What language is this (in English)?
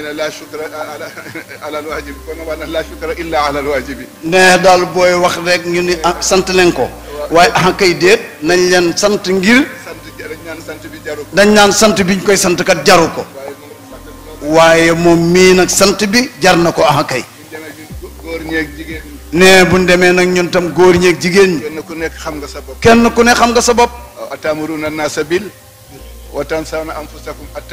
Wolof